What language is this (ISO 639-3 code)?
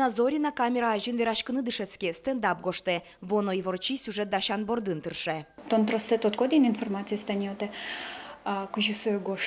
udm